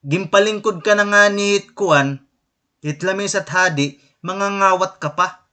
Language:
Waray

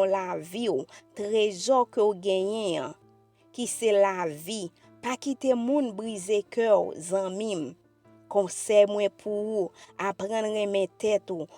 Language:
Haitian Creole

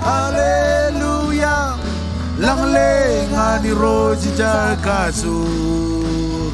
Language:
Marshallese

